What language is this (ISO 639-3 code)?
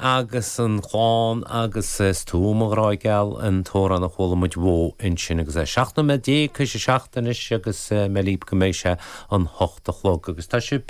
gle